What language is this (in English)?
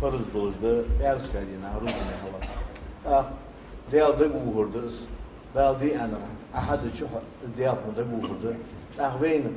Ingush